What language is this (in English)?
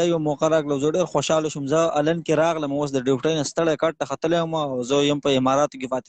Pashto